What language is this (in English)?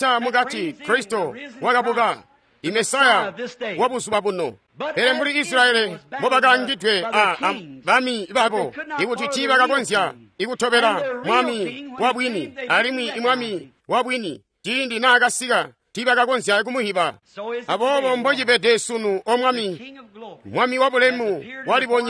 Tonga (Zambia)